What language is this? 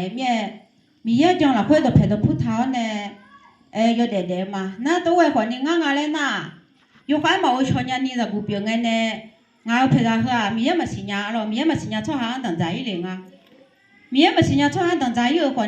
Akha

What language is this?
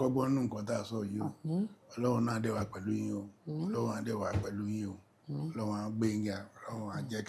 Yoruba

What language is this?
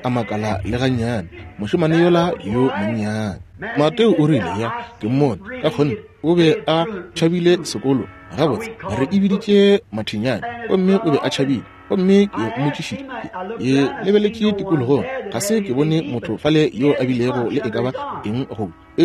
Northern Sotho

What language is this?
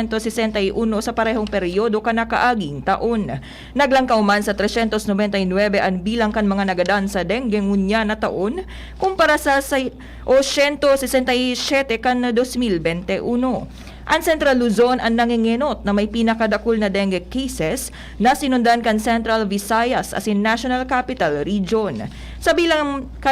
Bikol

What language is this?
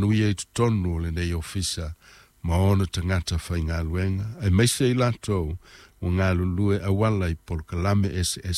Samoan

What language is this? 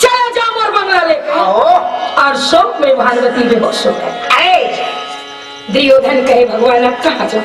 Chhattisgarhi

